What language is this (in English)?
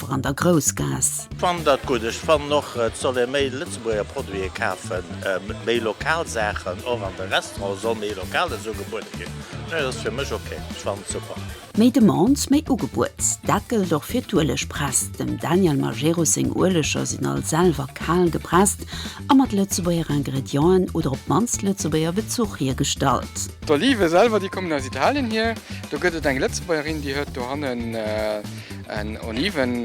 Luxembourgish